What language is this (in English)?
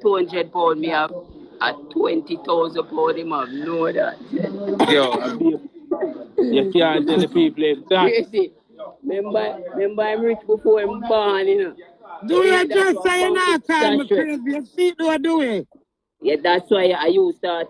Jamaican Creole English